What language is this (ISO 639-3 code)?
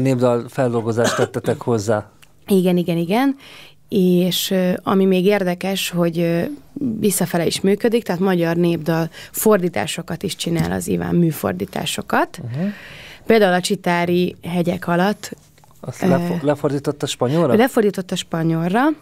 hun